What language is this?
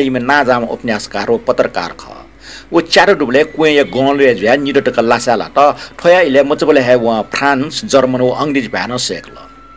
Newari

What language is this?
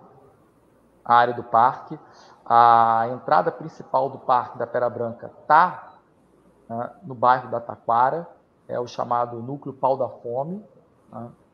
Portuguese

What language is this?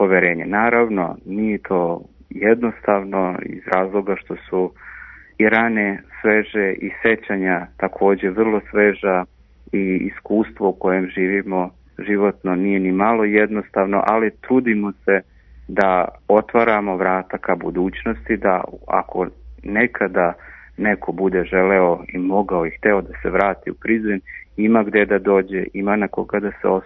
Serbian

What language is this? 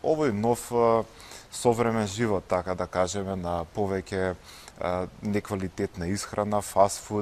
Macedonian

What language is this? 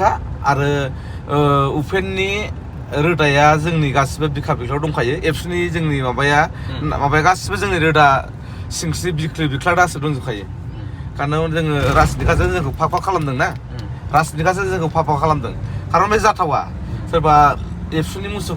Bodo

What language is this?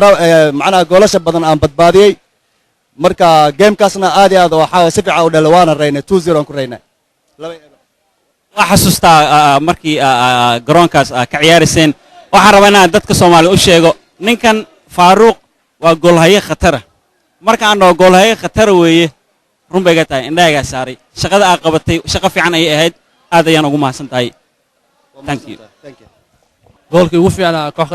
Somali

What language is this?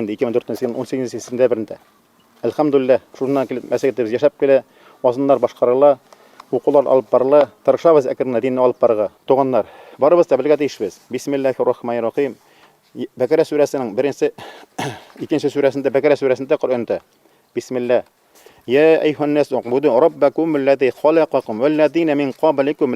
Bashkir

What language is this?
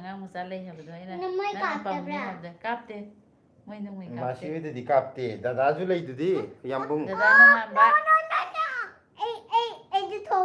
Manipuri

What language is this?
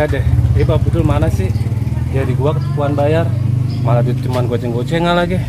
Betawi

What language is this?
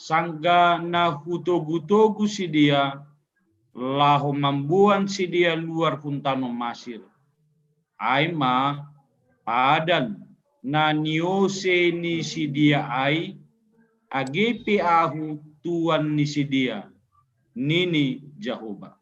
Batak Simalungun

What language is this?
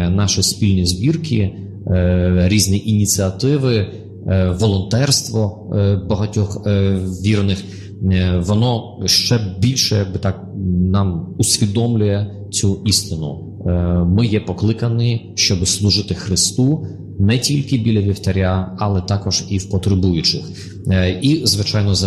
Ukrainian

